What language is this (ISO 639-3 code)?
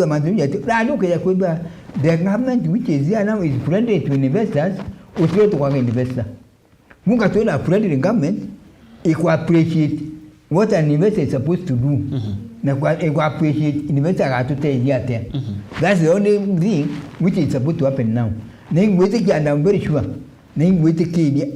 mer